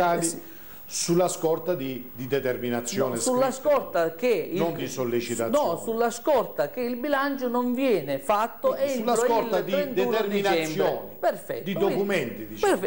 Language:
Italian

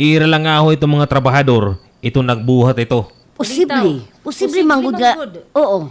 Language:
Waray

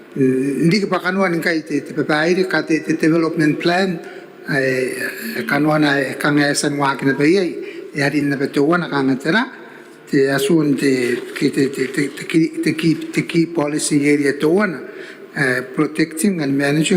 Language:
Gilbertese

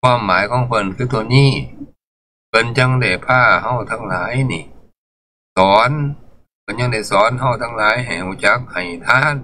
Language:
Northeastern Thai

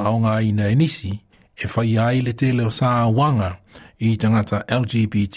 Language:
Samoan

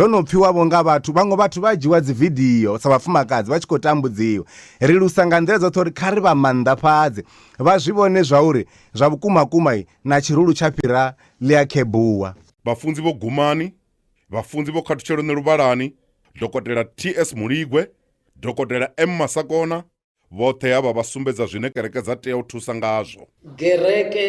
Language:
Venda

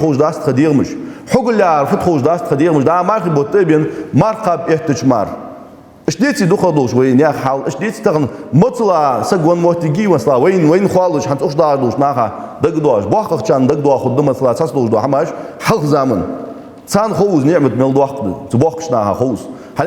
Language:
Ingush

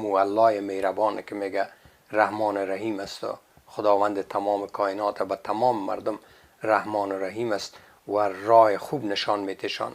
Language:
Persian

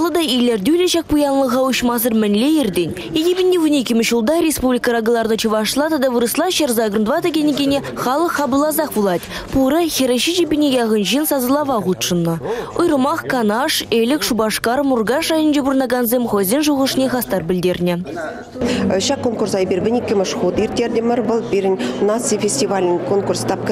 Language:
Chuvash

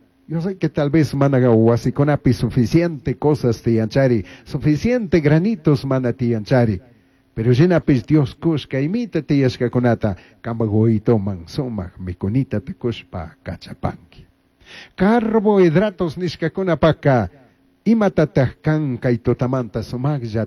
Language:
Chimborazo Highland Quichua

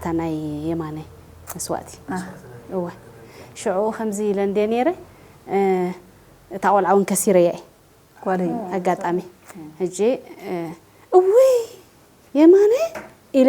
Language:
Tigrinya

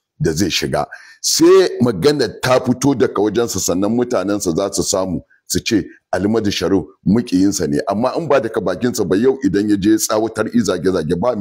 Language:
Hausa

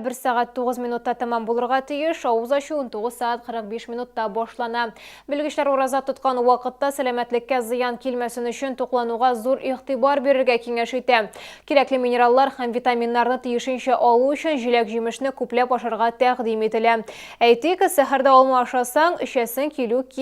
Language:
Tatar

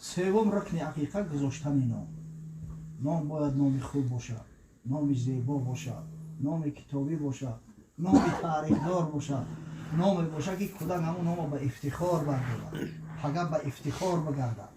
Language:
Tajik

